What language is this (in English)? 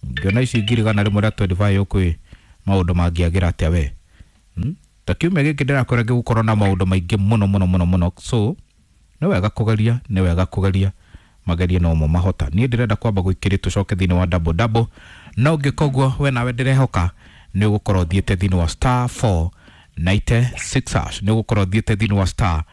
Kikuyu